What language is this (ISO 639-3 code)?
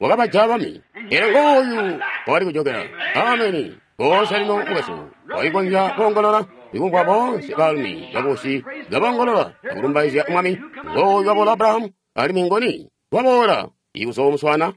toi